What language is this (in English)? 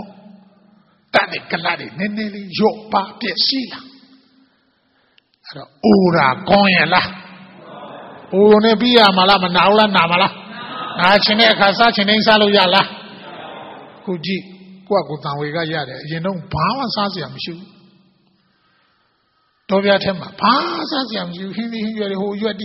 Burmese